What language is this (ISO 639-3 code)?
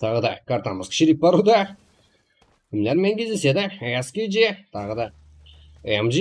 kaa